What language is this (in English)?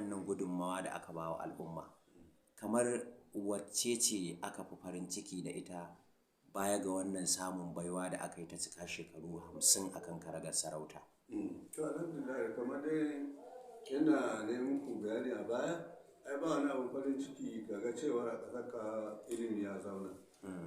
Hausa